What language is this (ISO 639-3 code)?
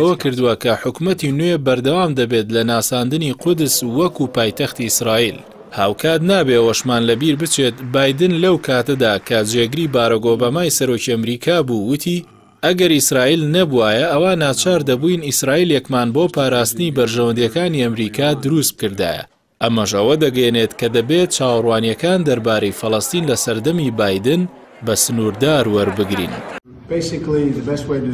ckb